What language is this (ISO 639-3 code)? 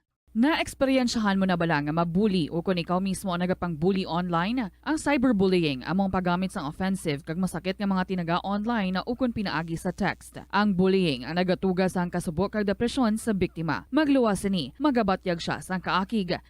hil